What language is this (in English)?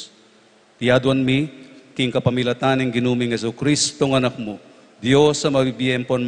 Pampanga